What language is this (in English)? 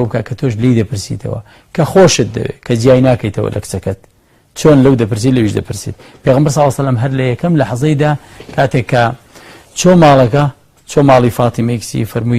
Central Kurdish